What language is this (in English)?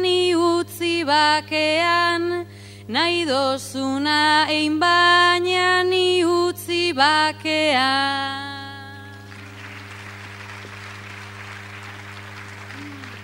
Basque